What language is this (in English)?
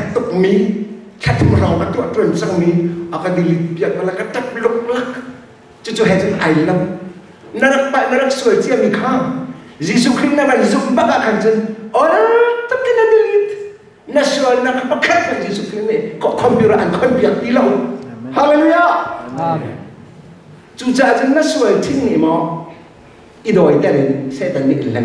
Hakha Chin